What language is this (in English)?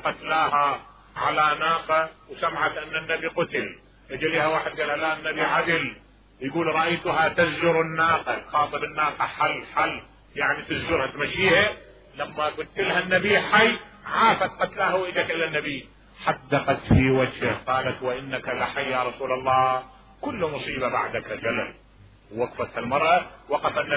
Mesopotamian Arabic